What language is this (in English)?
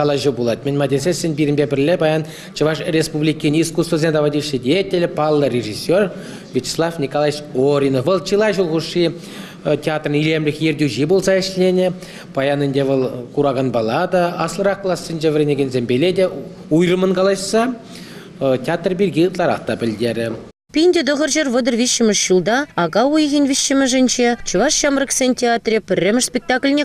Chuvash